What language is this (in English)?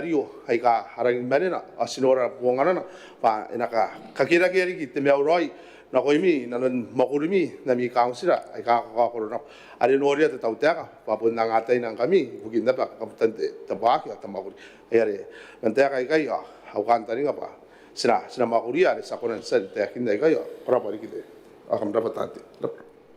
Gilbertese